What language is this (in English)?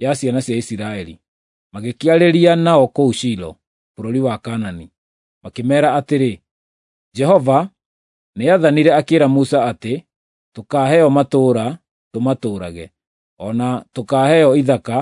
Kikuyu